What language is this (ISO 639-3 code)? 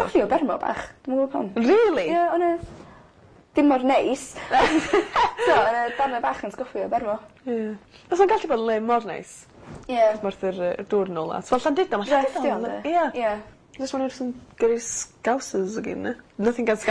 cym